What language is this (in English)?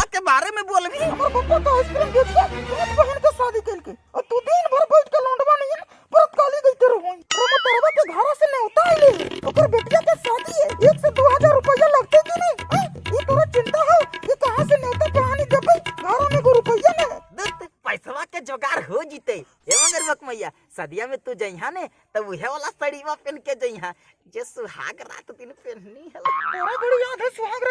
Magahi